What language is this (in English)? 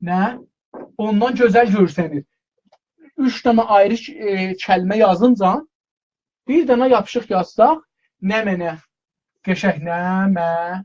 South Azerbaijani